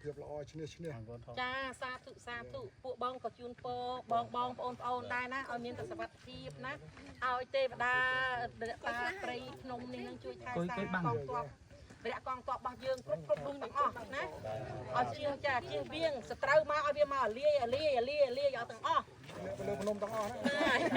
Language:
Khmer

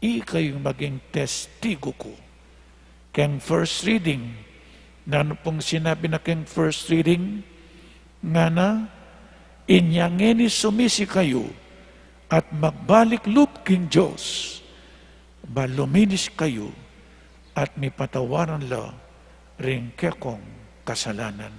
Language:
Pampanga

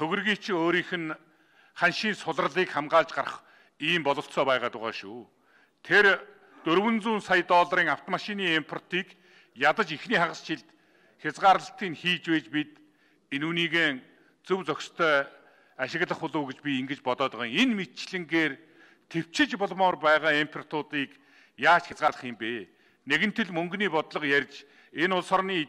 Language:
Mongolian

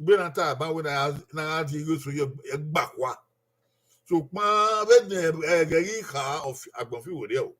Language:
Bini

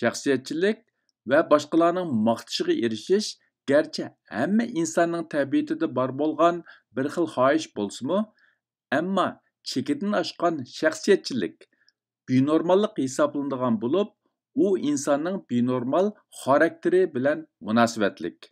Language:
Uyghur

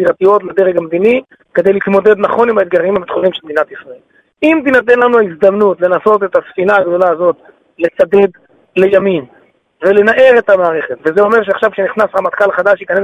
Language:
Hebrew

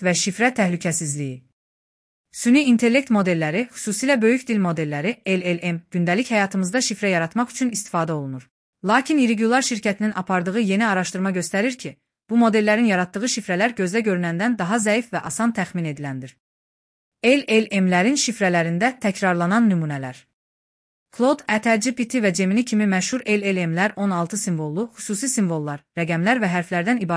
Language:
Azerbaijani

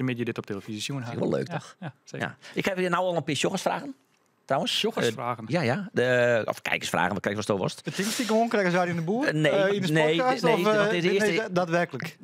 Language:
Western Frisian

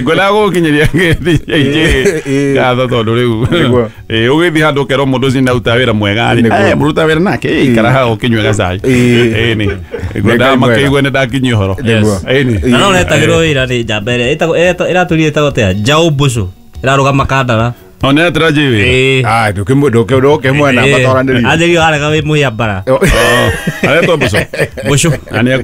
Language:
Kikuyu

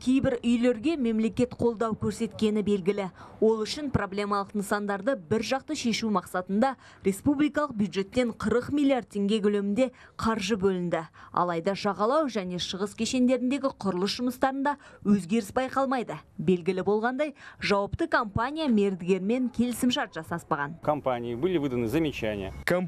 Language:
Kazakh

